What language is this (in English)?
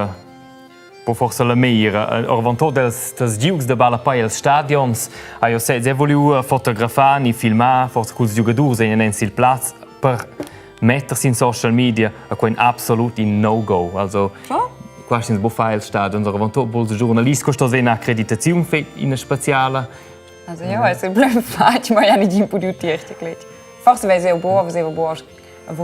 Romansh